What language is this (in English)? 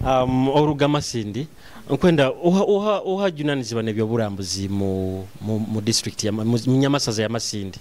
Nyoro